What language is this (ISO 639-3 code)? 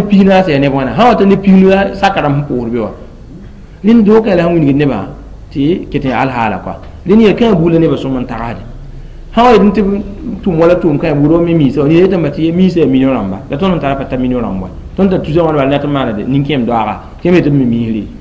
mos